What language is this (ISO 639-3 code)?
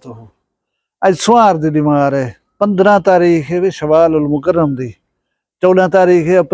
skr